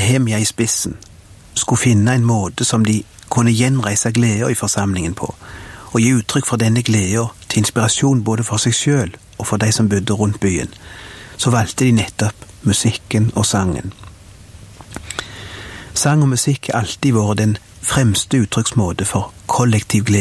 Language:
Norwegian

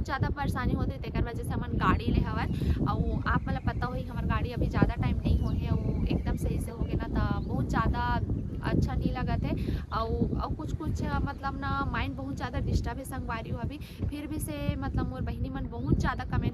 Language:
Chhattisgarhi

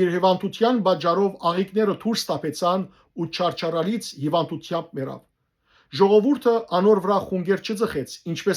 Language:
Western Armenian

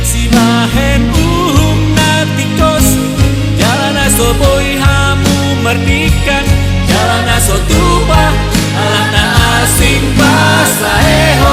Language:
Batak Toba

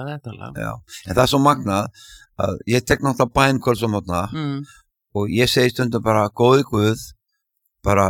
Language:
Icelandic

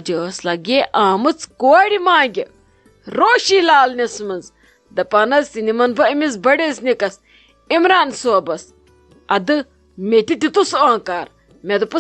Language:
Kashmiri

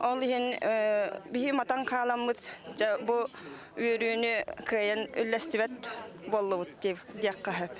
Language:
Yakut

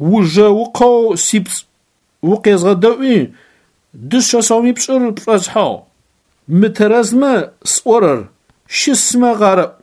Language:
Adyghe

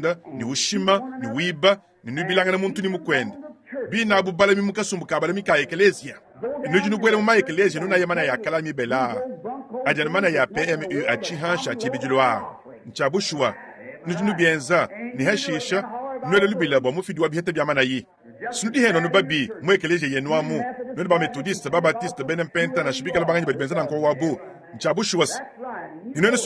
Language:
Luba-Lulua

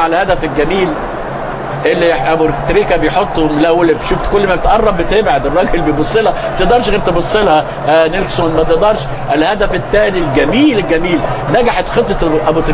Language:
Egyptian Arabic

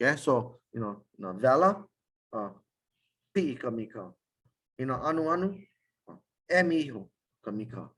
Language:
Hawaiian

